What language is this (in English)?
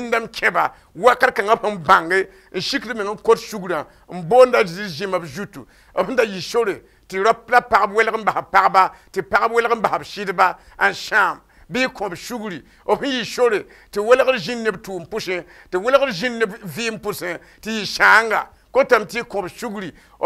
Mossi